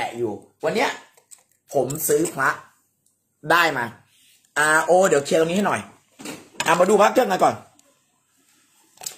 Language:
Thai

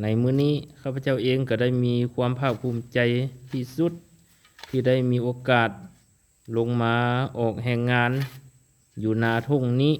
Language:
Lao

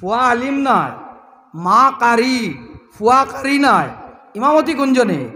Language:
Sylheti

